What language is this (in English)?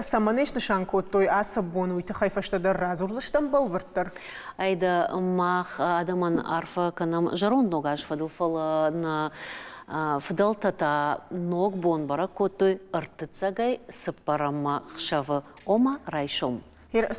Ossetic